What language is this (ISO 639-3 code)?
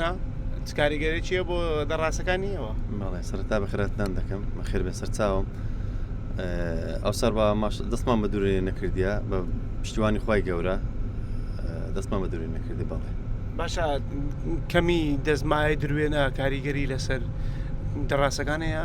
ckb